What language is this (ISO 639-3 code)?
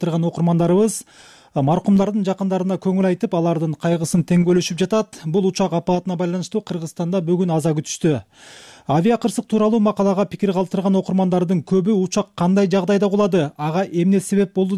kir